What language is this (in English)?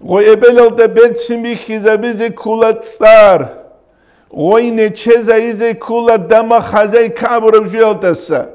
Avaric